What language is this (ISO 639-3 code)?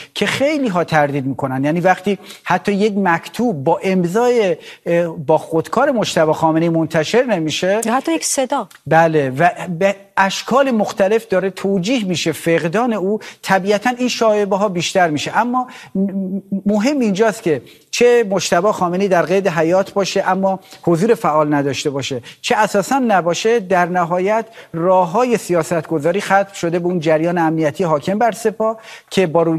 fas